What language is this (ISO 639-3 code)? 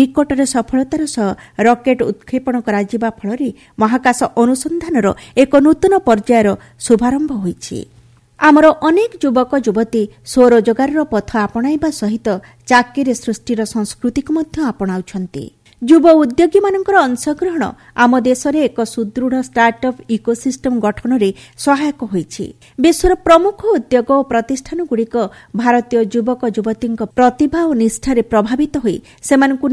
ori